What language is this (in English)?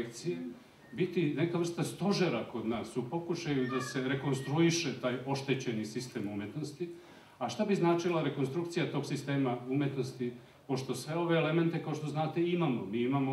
Serbian